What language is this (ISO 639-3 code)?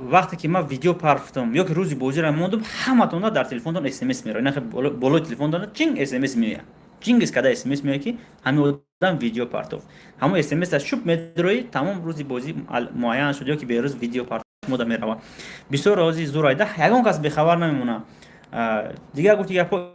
tgk